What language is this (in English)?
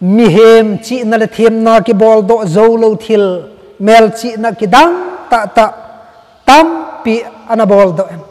Thado Chin